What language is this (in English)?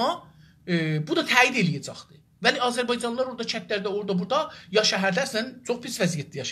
South Azerbaijani